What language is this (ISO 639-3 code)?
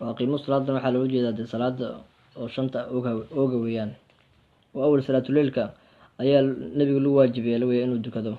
som